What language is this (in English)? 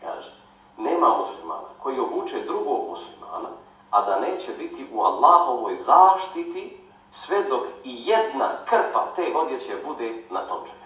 Bosnian